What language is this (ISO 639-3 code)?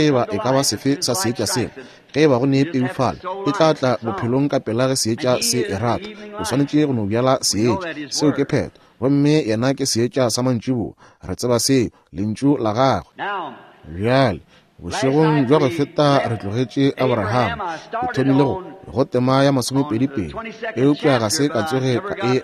nso